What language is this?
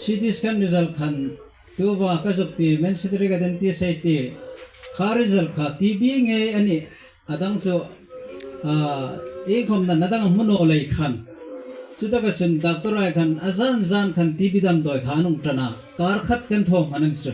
Hmar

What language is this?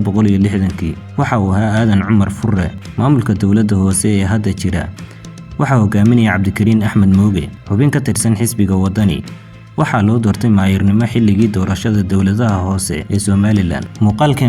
Somali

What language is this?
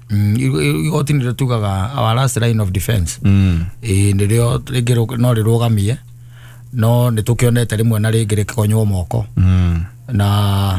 Kikuyu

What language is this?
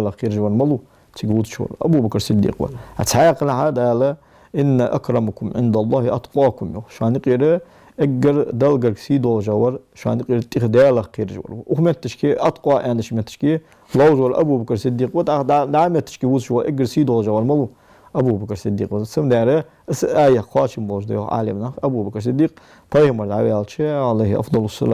Ingush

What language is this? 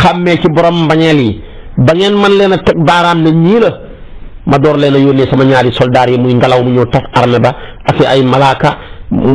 Wolof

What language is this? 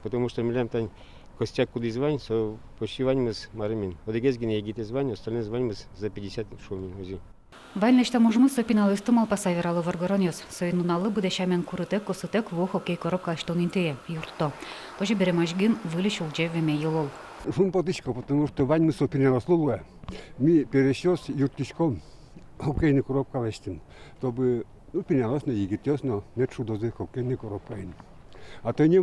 Udmurt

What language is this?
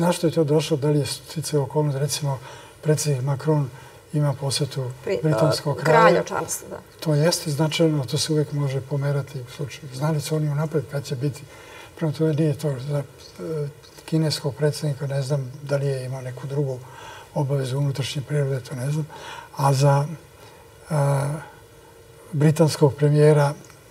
Serbian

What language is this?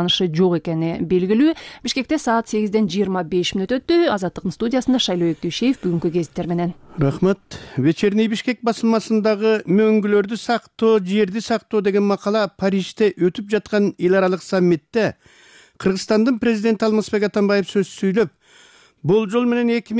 Kyrgyz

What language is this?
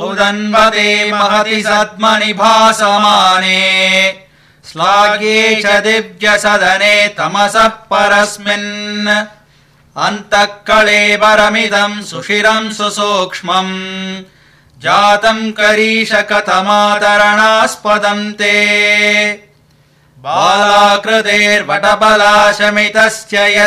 Sanskrit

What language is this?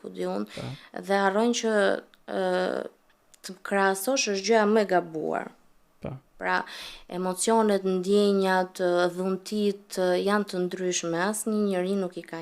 Albanian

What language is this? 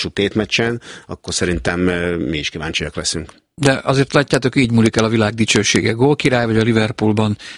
Hungarian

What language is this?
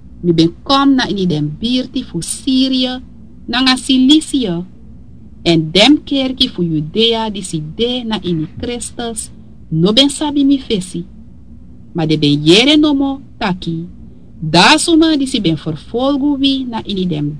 Sranan Tongo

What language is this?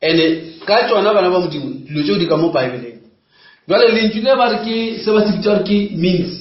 Northern Sotho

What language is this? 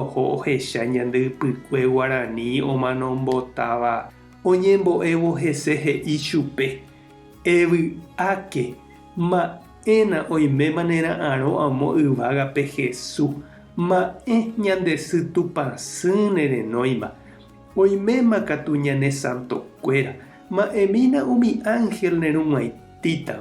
Guarani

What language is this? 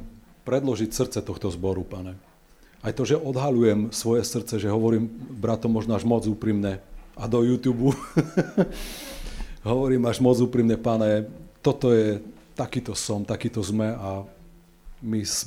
Slovak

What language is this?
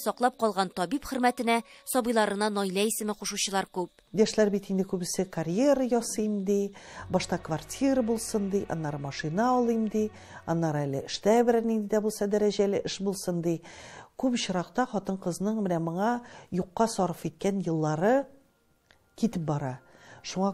Tatar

